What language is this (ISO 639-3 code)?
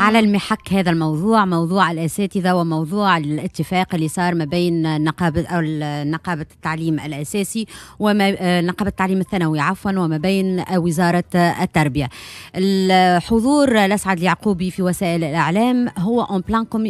aeb